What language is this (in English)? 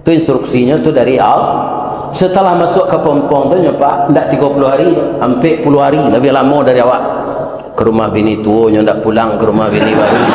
Minangkabau